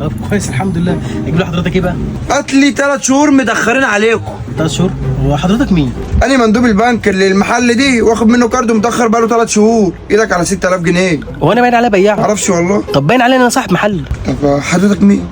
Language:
Egyptian Arabic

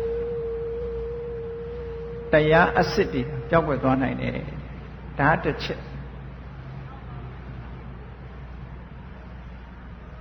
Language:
Burmese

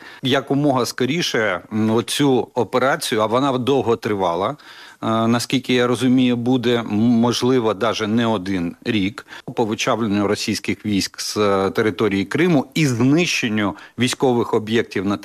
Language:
Ukrainian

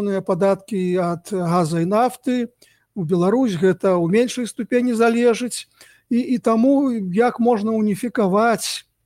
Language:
Belarusian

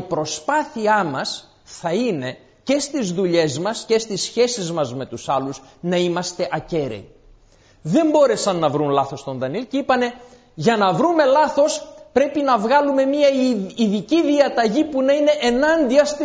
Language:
Greek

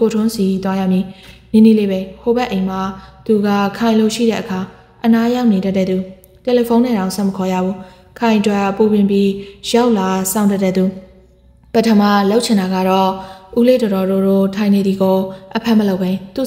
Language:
Burmese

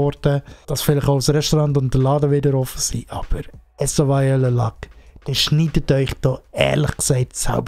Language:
Swiss German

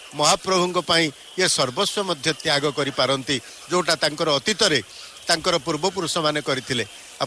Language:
Odia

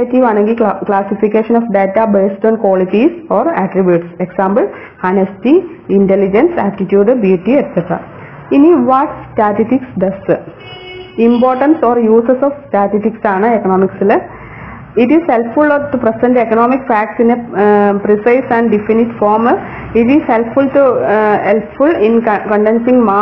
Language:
Malayalam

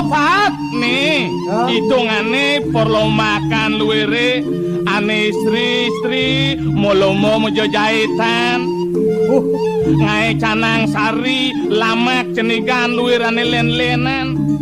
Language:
Balinese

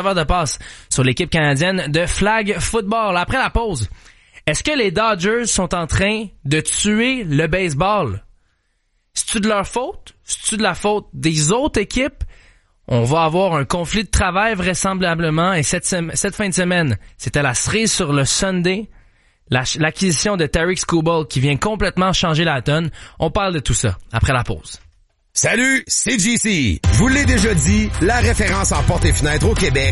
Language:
French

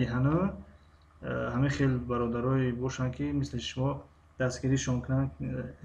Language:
Tajik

